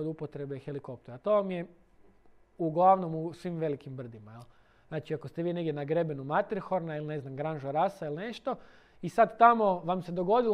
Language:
Croatian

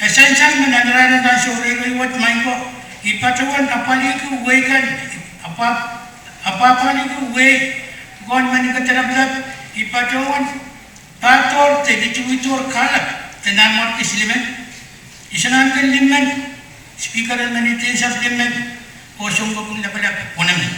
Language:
Pohnpeian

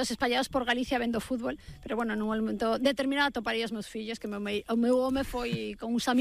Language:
Galician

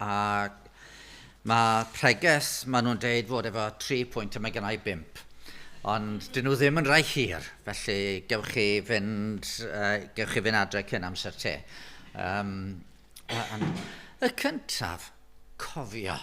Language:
Welsh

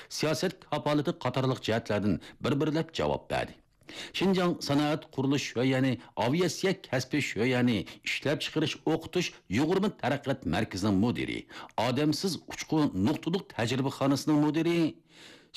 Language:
Uyghur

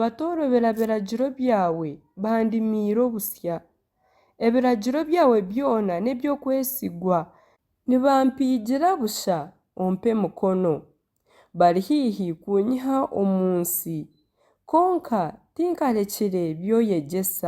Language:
Nyankole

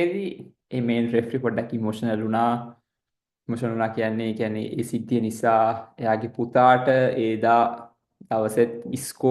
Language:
Sinhala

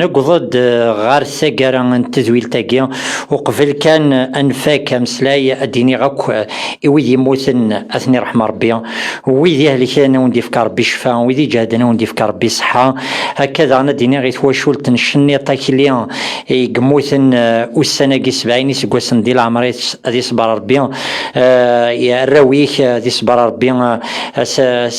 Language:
Kabyle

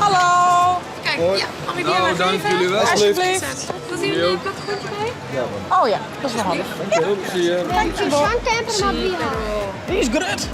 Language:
Western Frisian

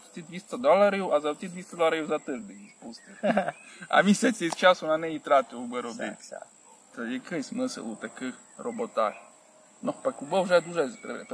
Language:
Rusyn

